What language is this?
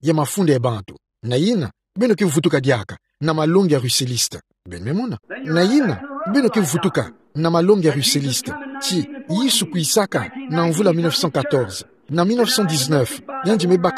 Kituba (Democratic Republic of Congo)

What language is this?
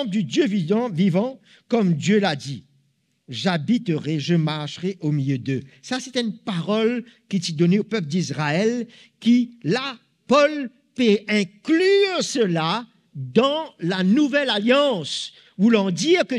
Morisyen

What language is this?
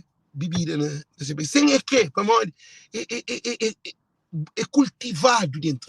Kabuverdianu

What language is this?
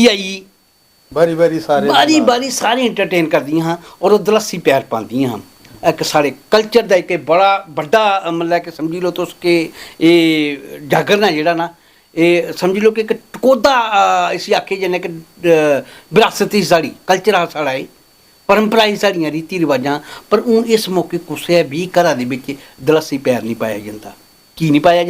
Dogri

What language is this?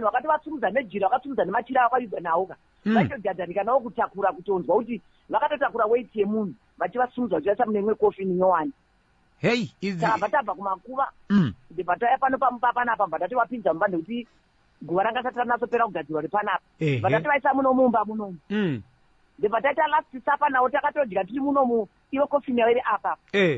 Shona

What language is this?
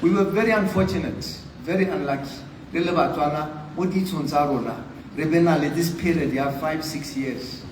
Tswana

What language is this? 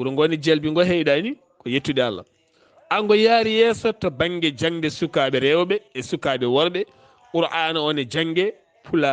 Fula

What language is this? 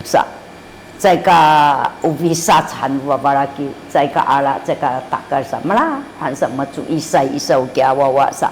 Sakizaya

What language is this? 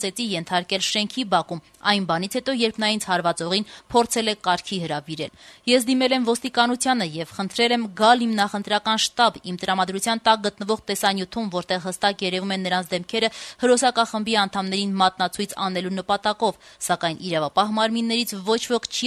Armenian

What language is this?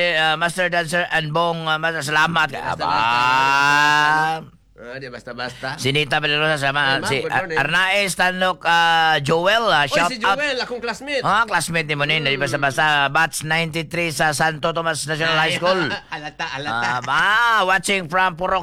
Cebuano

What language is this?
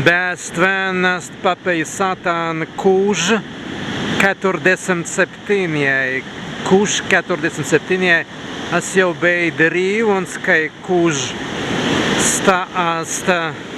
Prussian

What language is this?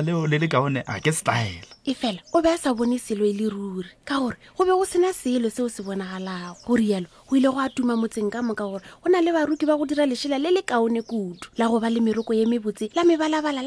Northern Sotho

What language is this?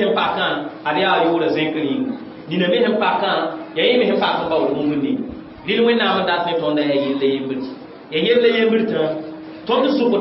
Mossi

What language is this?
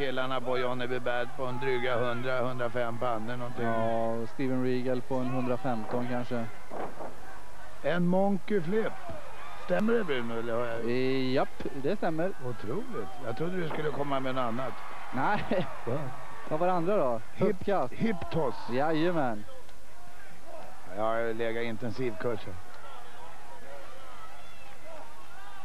Swedish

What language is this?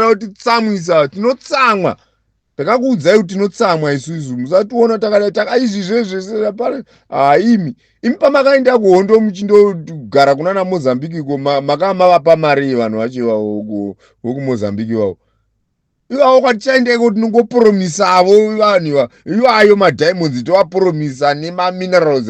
Shona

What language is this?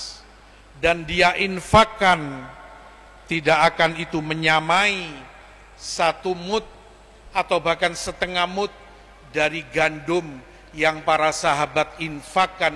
Indonesian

